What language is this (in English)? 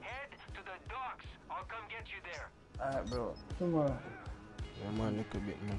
Jamaican Creole English